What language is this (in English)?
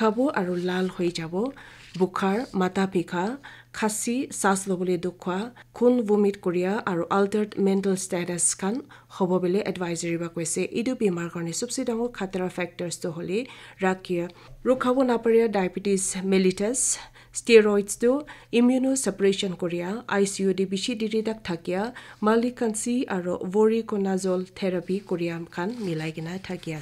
Naga Pidgin